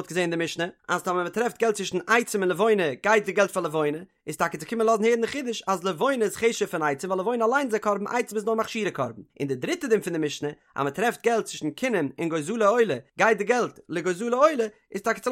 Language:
Yiddish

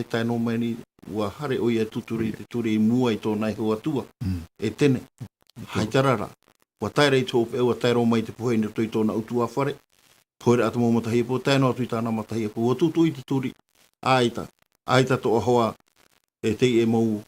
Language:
Tahitian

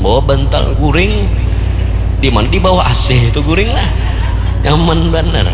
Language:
Banjar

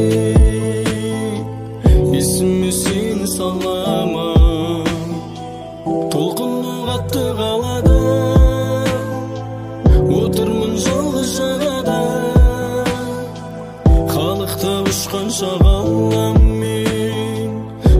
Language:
Kazakh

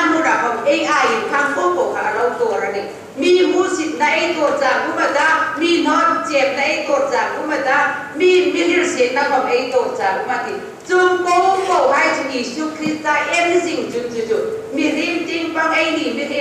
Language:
Hmar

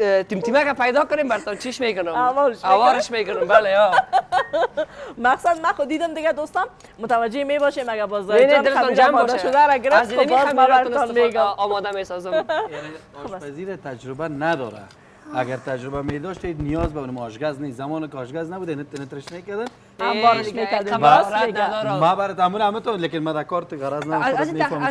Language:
Persian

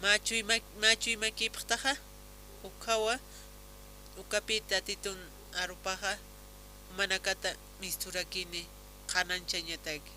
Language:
Aymara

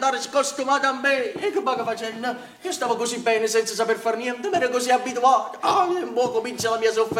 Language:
Neapolitan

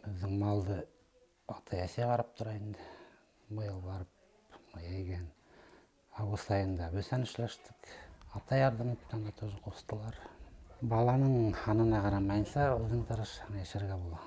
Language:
Bashkir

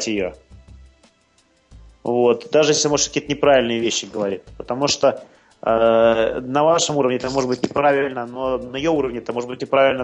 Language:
Russian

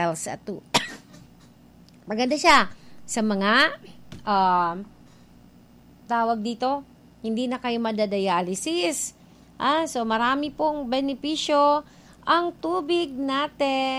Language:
Filipino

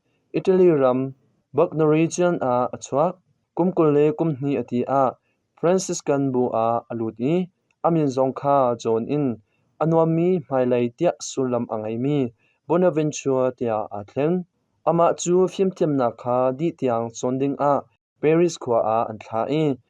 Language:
Hakha Chin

